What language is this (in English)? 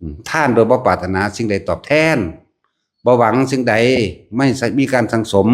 Northeastern Thai